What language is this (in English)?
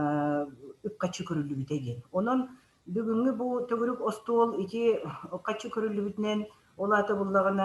Yakut